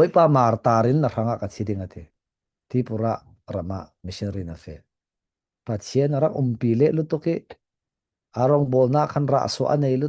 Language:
Falam Chin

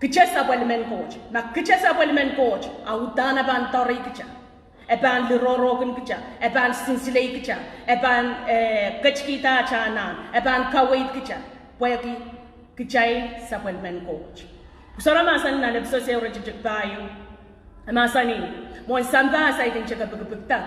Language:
Pohnpeian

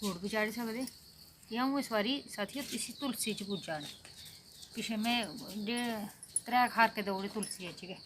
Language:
Dogri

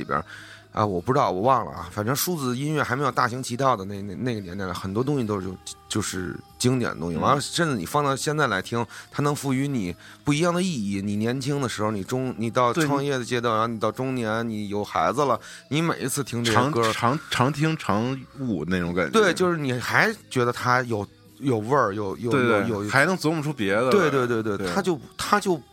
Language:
Chinese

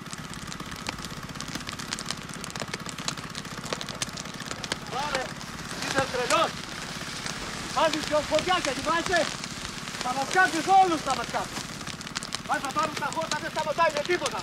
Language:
Greek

